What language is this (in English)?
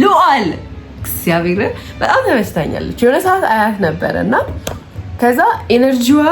Amharic